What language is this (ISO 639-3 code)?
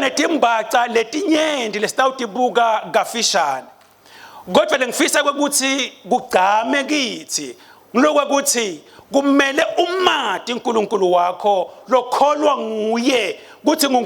ssw